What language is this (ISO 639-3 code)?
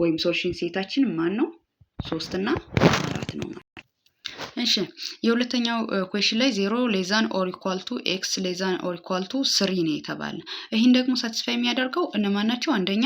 amh